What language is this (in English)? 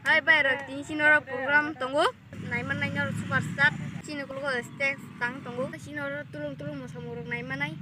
Kok Borok